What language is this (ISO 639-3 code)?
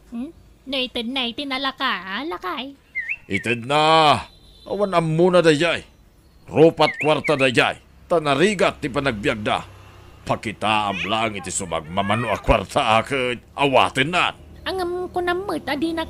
ilo